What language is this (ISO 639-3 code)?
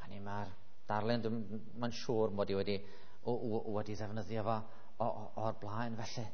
cym